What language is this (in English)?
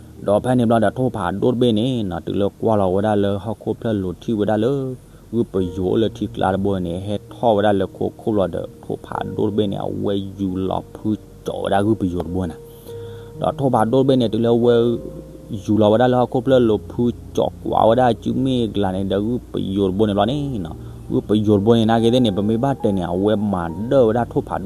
S'gaw Karen